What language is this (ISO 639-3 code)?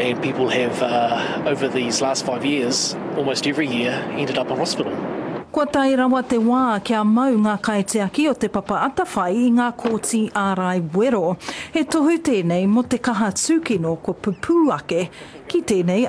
mri